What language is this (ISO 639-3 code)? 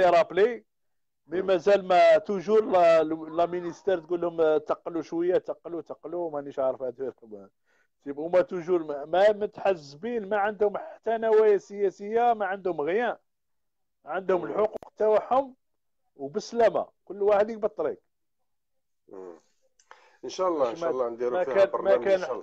arq